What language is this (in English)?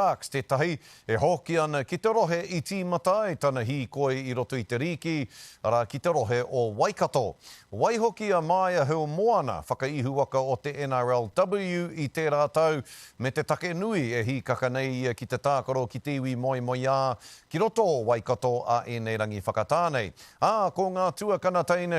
Māori